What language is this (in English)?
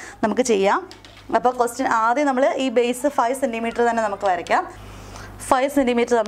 Malayalam